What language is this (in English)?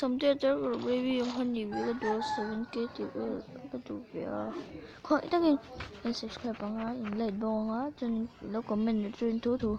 Mizo